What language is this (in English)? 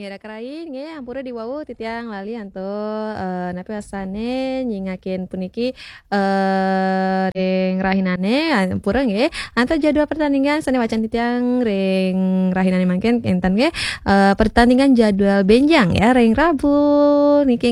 Balinese